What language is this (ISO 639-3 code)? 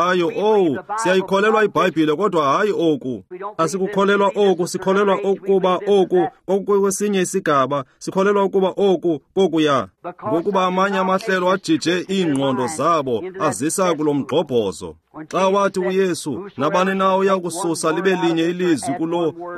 xho